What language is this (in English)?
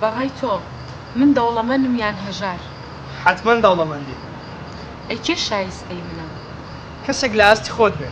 Central Kurdish